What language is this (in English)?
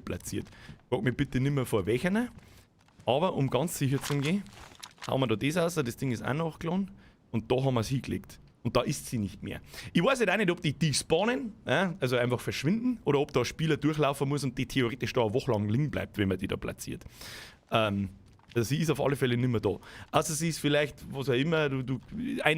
Bavarian